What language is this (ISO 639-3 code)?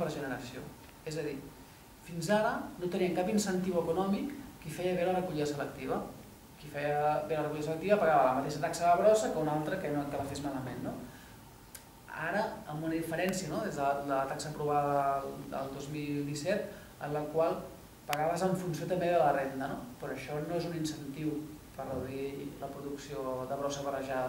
cat